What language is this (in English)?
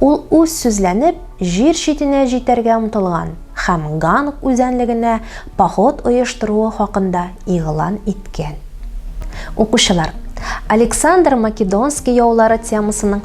Tatar